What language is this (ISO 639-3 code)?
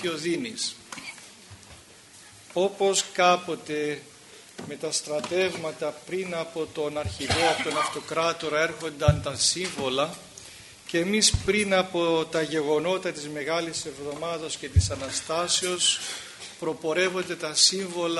ell